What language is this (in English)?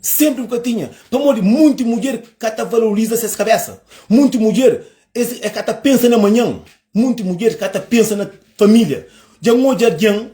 Kabuverdianu